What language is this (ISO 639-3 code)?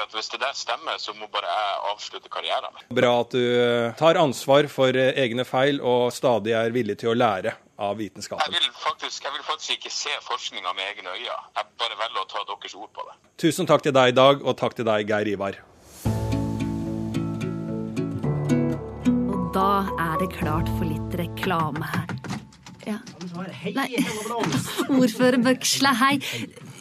nor